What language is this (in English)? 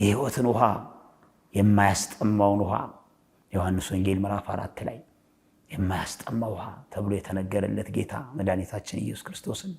Amharic